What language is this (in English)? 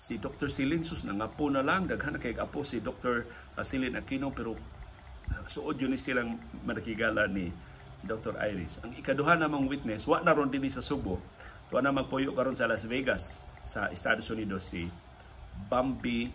Cebuano